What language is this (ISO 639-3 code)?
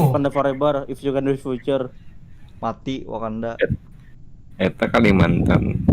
bjn